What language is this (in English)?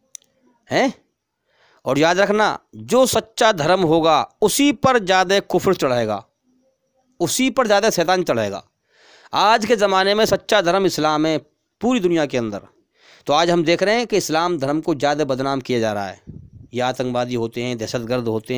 Hindi